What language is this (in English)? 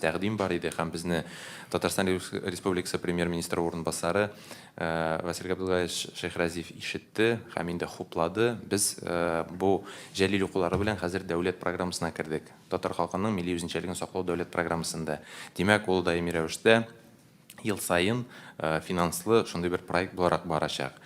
Tatar